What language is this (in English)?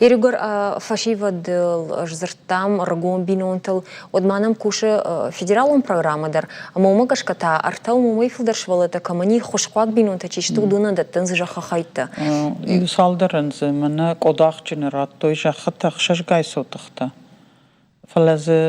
Ossetic